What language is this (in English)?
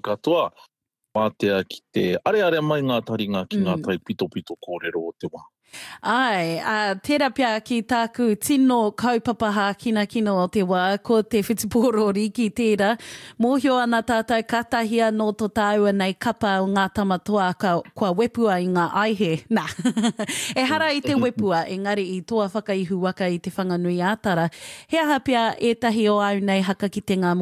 Māori